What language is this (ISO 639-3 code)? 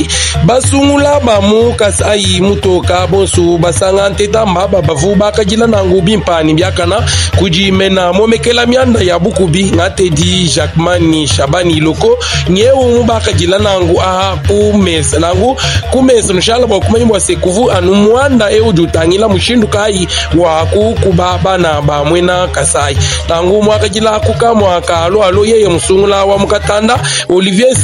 lua